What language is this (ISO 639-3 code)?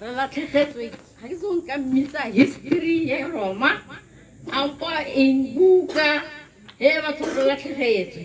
tsn